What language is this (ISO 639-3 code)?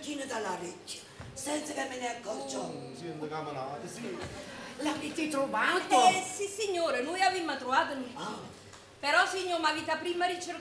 nap